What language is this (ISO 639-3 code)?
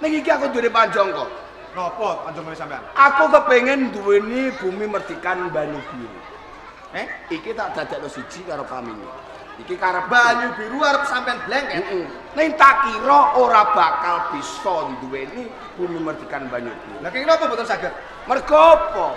jav